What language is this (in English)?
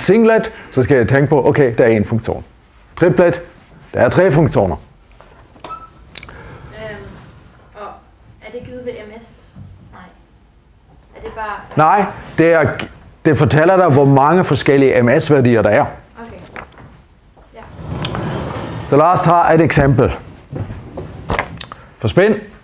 Danish